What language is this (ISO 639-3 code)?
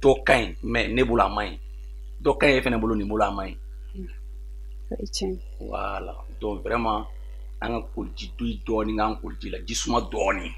bam